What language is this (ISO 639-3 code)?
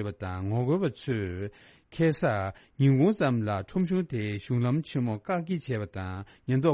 bod